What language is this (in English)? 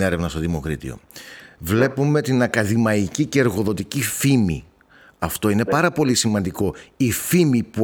Greek